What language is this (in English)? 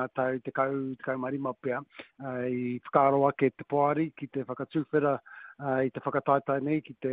Māori